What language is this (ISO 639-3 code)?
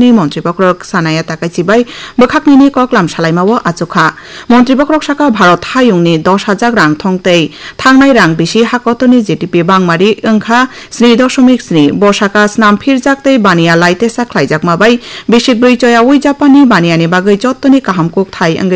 trp